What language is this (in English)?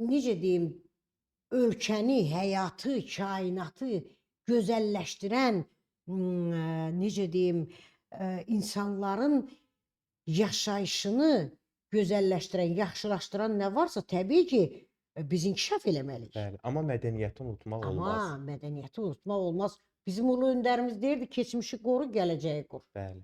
Azerbaijani